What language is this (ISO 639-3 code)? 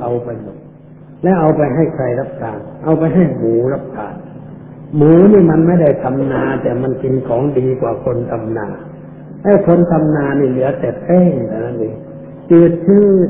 tha